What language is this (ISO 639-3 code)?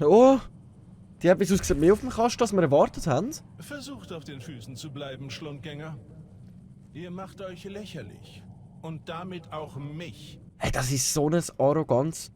gsw